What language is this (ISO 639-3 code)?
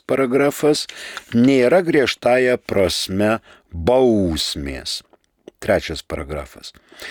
lit